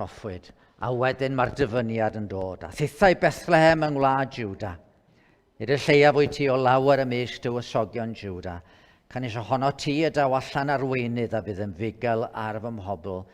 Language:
Welsh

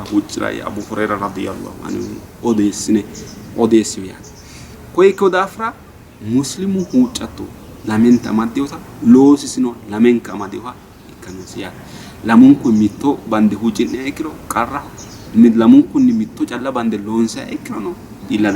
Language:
Sidamo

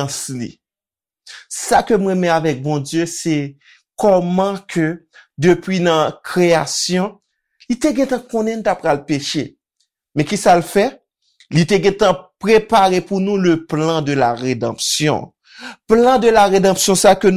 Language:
Haitian Creole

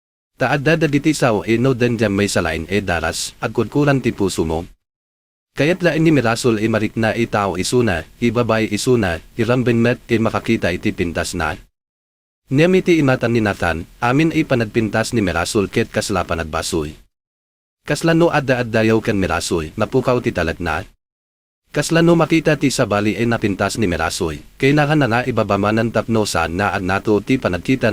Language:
Iloko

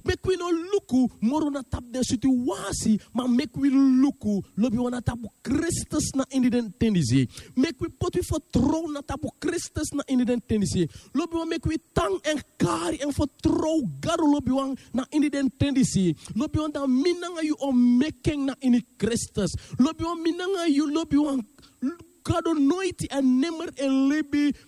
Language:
Sranan Tongo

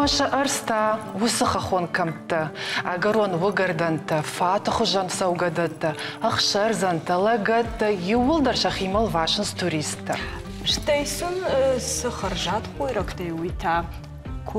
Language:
Ossetic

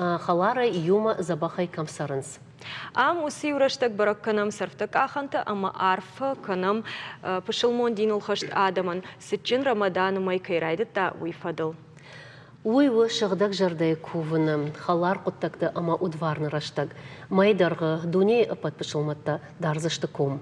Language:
Ossetic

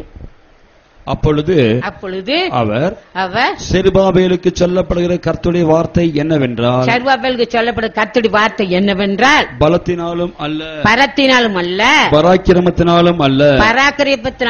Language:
Tamil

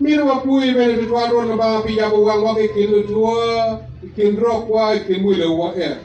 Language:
Acoli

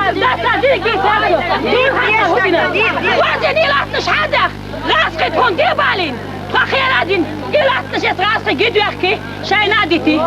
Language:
Chechen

